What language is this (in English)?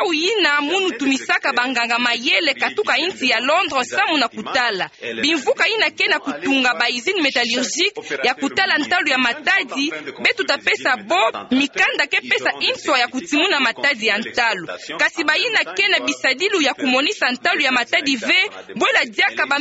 Kituba (Democratic Republic of Congo)